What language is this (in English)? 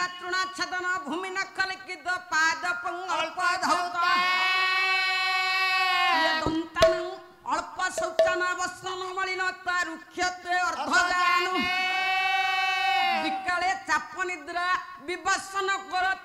Odia